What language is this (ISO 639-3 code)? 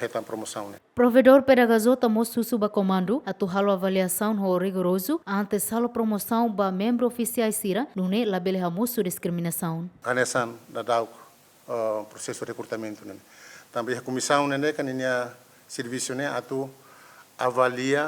tet